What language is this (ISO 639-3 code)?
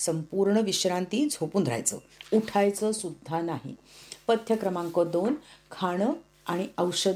mar